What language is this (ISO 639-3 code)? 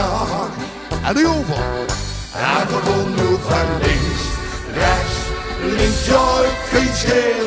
lim